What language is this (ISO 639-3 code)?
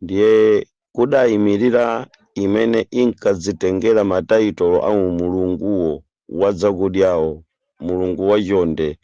nya